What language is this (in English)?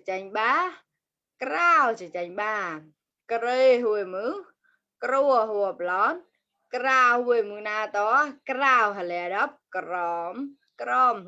Mon